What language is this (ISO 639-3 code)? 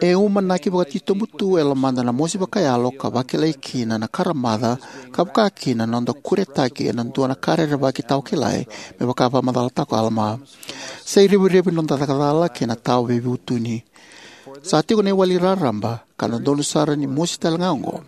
fij